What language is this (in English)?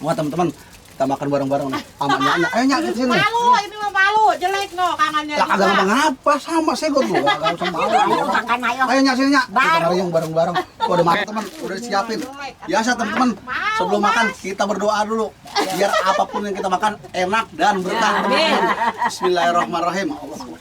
Betawi